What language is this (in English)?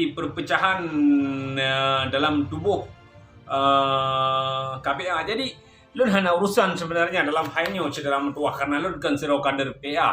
Achinese